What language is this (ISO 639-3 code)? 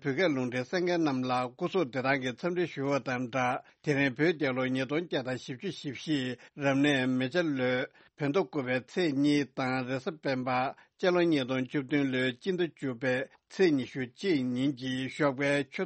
bod